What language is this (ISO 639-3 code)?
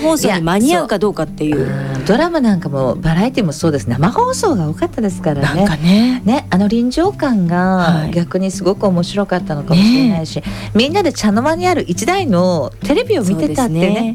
jpn